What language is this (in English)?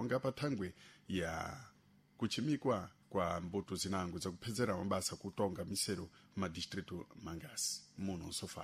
Sena